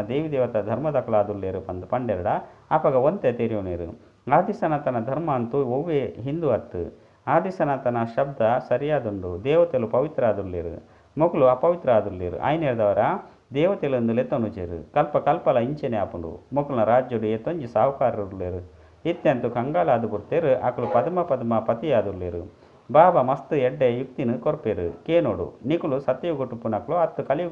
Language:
Tulu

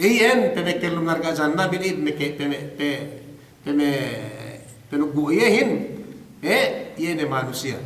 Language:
Yakan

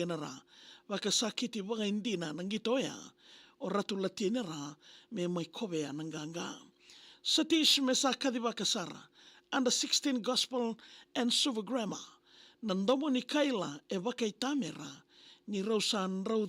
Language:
Fijian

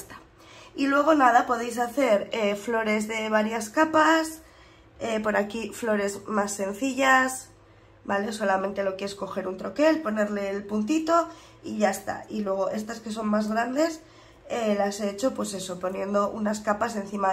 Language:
Spanish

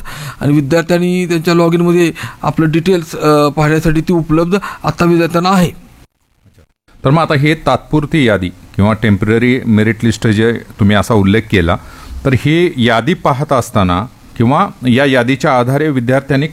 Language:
Marathi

